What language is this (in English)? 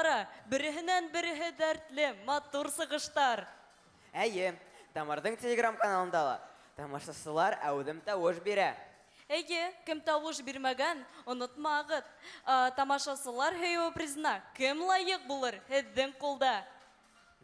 Bashkir